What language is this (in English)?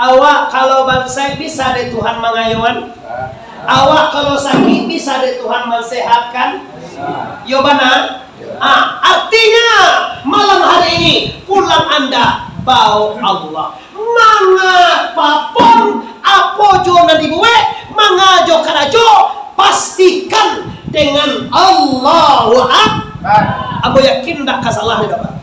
Minangkabau